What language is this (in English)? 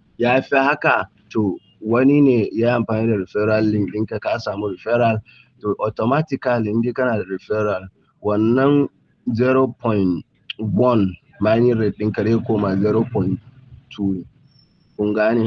Hausa